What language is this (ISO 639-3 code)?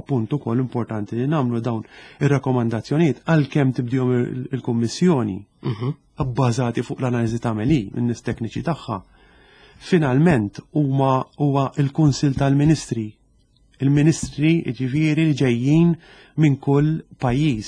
mlt